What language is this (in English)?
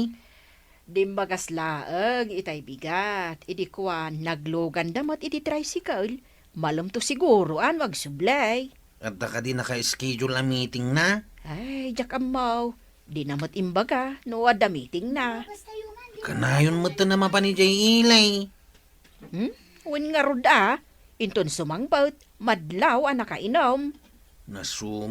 Iloko